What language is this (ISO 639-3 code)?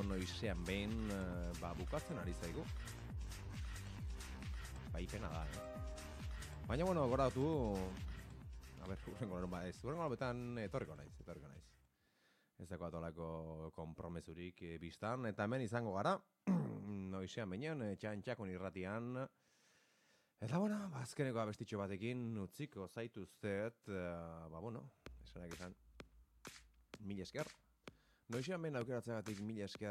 eus